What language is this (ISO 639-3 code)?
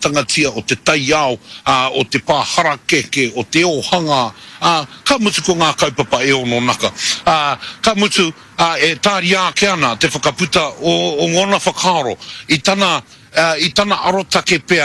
mri